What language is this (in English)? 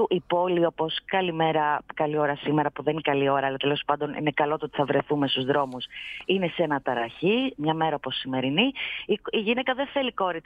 Greek